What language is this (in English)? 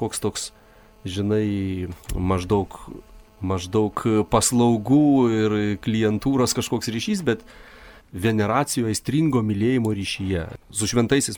Lithuanian